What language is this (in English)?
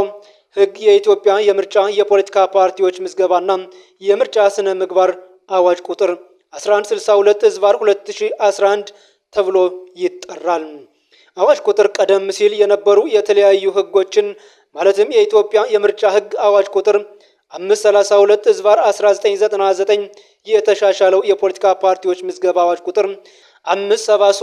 Amharic